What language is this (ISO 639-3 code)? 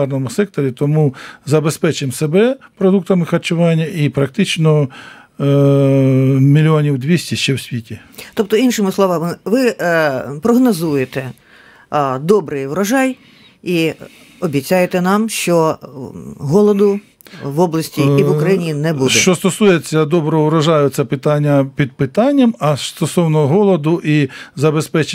ukr